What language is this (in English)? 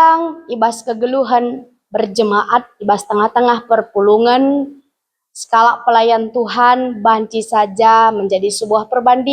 Batak Karo